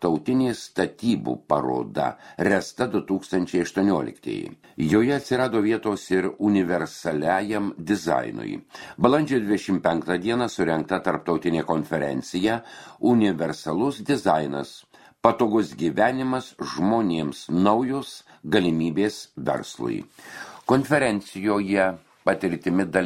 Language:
Lithuanian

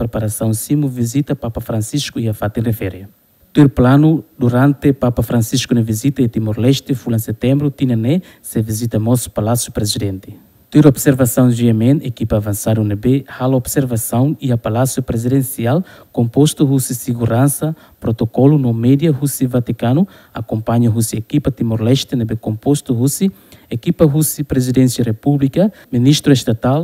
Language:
Tetum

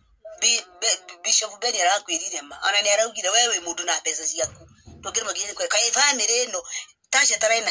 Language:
Kikuyu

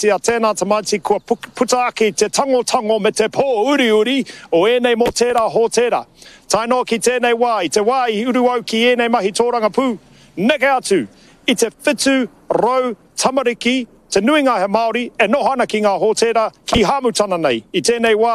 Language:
Māori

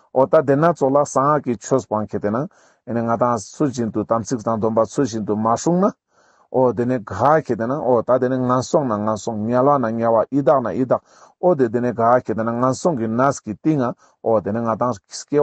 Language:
Ladakhi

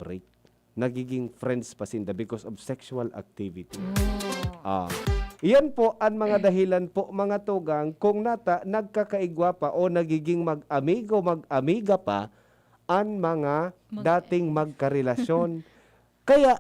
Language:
Bikol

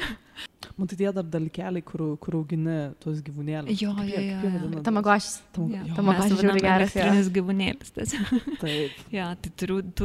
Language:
Lithuanian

